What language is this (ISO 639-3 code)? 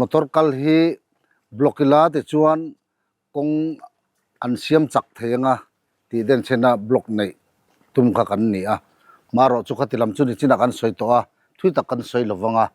lus